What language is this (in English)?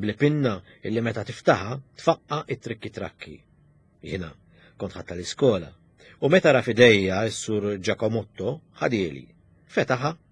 Maltese